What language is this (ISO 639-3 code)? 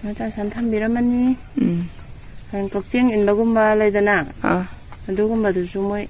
mni